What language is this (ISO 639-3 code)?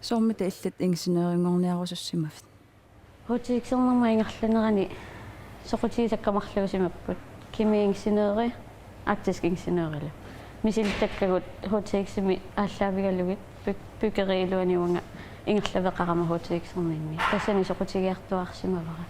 kal